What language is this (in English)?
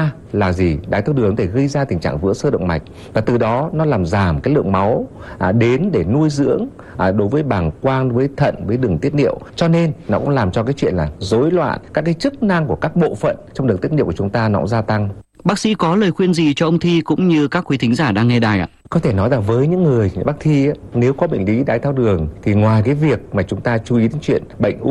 Vietnamese